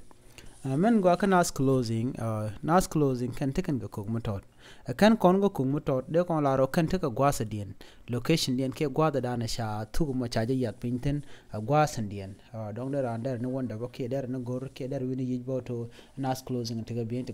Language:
Nuer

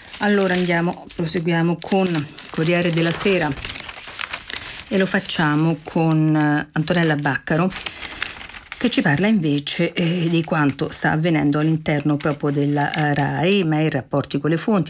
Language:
Italian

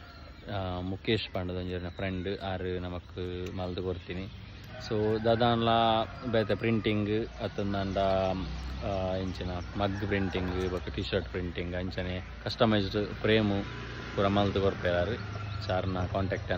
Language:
Tulu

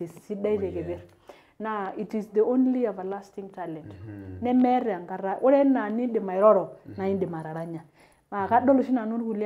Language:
Masai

